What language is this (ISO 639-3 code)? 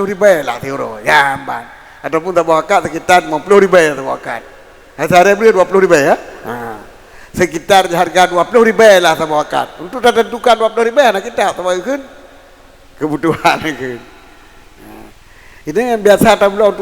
ace